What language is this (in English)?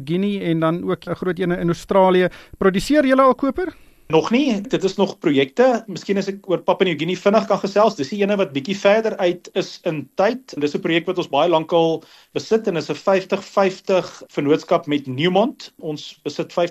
Afrikaans